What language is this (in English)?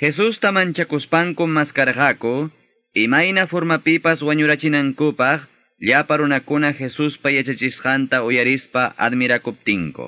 Ayacucho Quechua